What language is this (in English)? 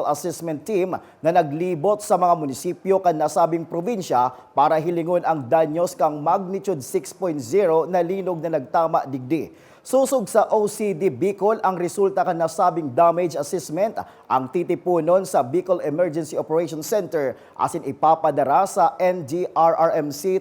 Bikol